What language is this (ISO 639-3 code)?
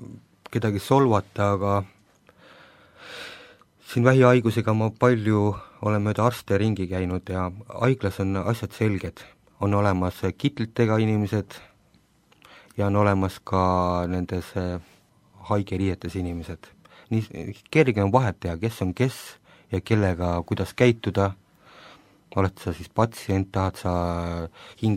est